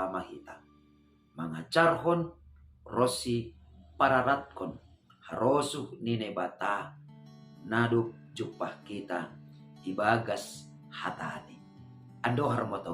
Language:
Batak Simalungun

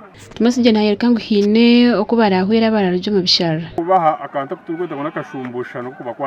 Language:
Nyankole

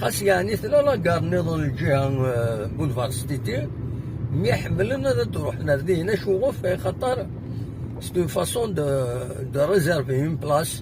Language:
Kabyle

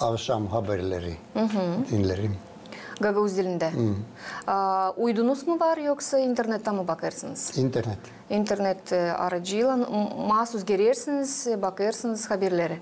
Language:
Gagauz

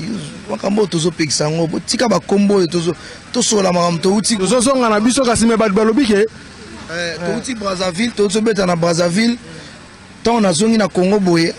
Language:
Lingala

